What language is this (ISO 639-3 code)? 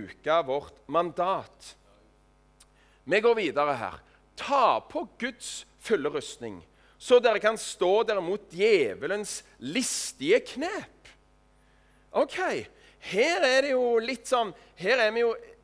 nor